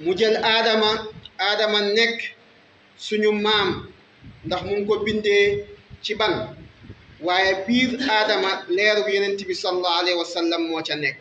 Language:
Wolof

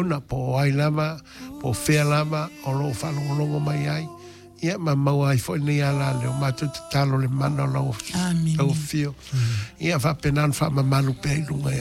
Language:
Samoan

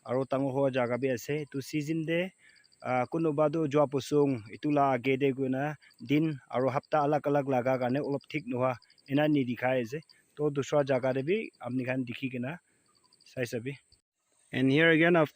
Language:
Naga Pidgin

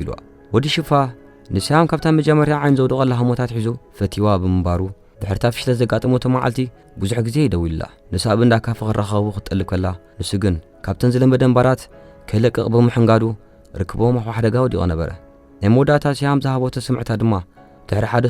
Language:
Tigrinya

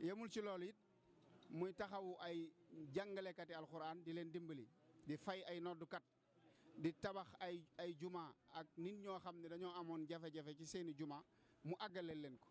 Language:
Wolof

